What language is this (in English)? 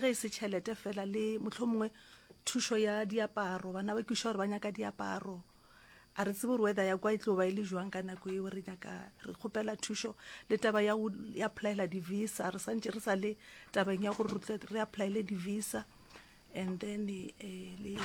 Northern Sotho